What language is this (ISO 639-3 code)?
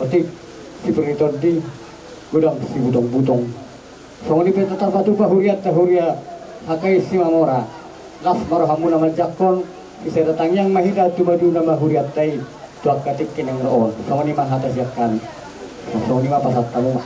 bbc